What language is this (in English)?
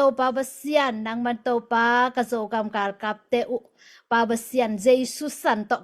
Tedim Chin